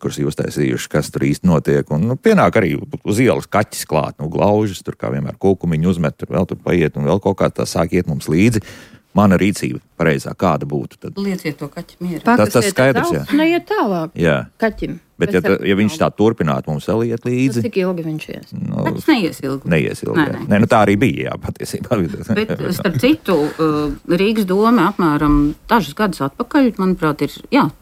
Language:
Latvian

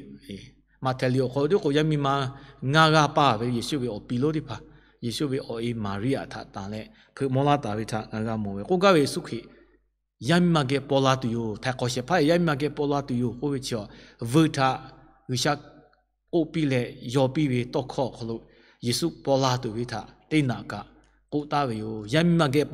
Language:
Lahu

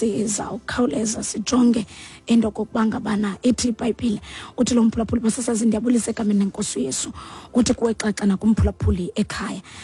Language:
Xhosa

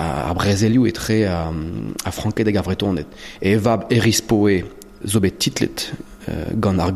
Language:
Breton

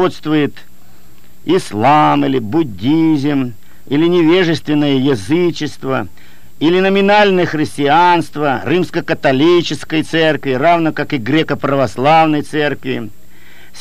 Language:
Russian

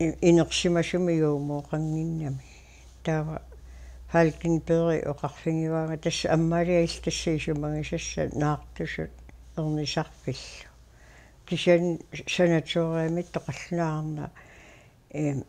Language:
Kalaallisut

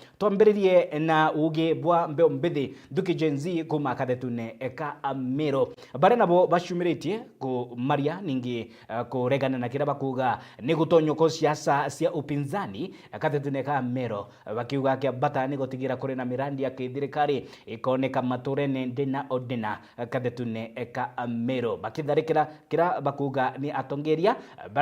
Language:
Meru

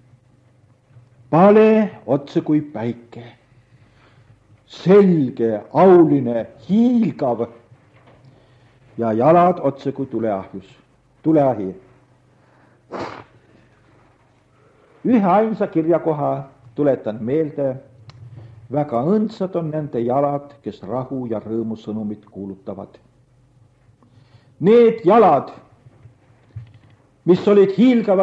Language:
Estonian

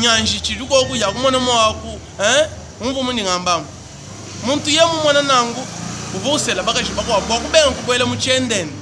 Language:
Luba-Lulua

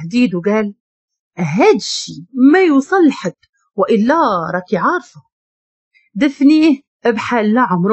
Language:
Moroccan Arabic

